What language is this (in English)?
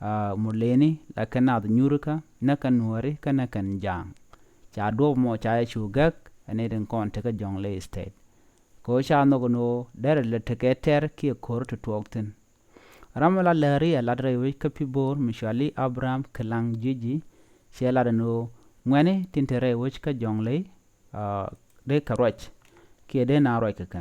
Nuer